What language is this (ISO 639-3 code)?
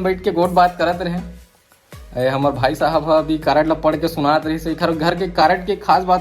hne